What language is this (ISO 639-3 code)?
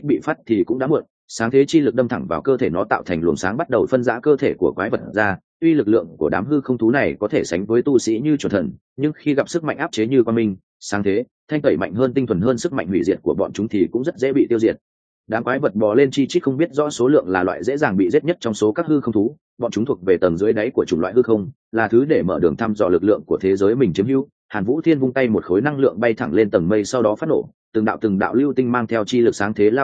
vie